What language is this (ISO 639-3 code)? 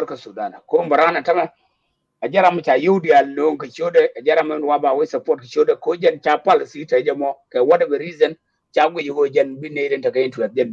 nus